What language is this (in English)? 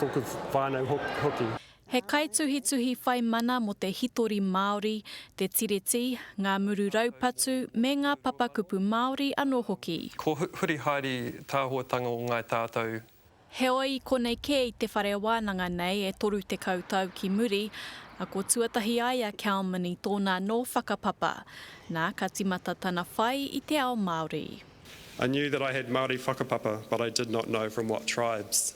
Māori